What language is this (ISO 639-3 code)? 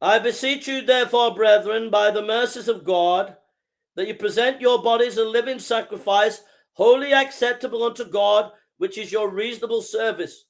eng